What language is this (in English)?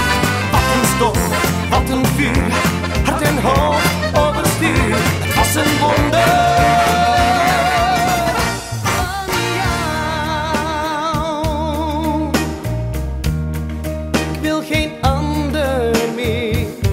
Dutch